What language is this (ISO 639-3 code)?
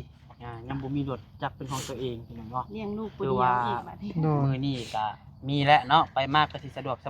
tts